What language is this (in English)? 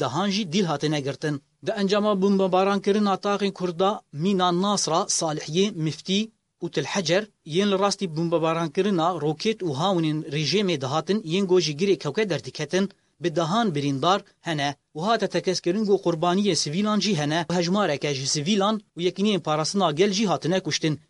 Kurdish